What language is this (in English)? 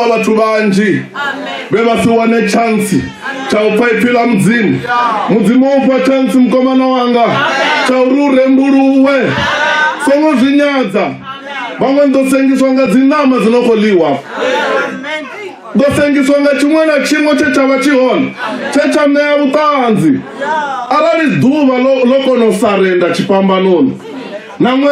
Venda